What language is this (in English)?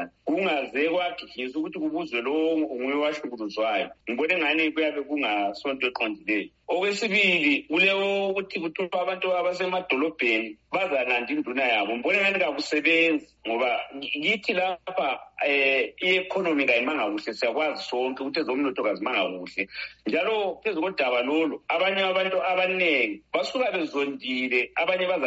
North Ndebele